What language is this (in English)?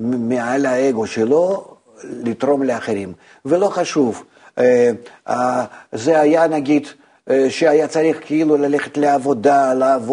Hebrew